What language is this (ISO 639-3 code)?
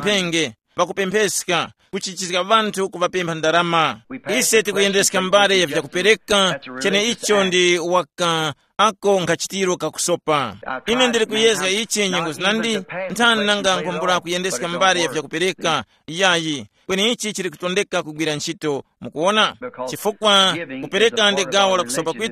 tum